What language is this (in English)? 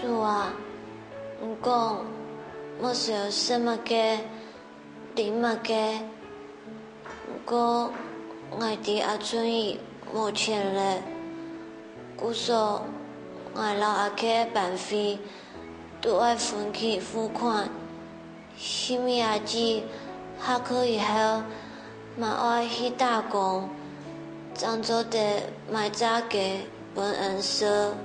Hakka Chinese